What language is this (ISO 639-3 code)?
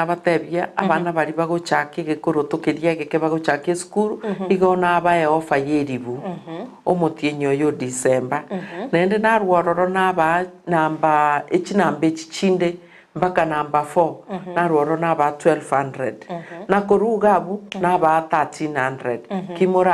guz